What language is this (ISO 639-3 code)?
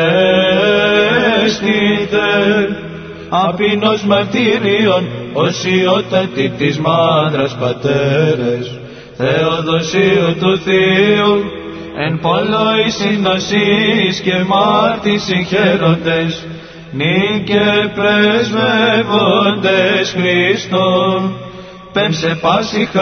ell